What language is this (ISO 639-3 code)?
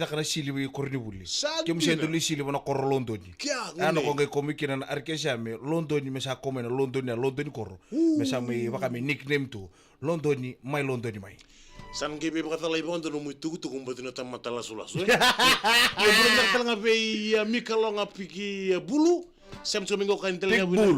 fij